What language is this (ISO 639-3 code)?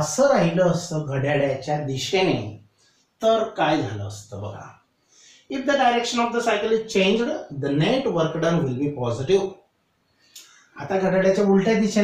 mar